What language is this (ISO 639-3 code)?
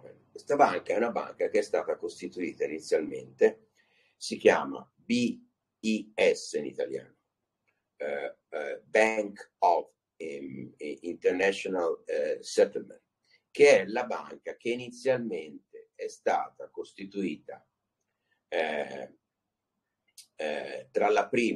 ita